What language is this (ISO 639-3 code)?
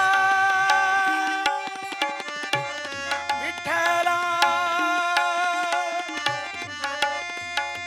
kan